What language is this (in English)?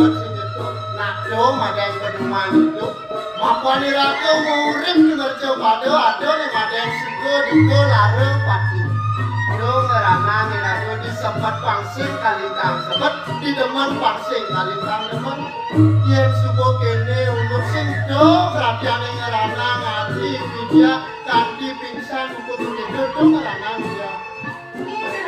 Balinese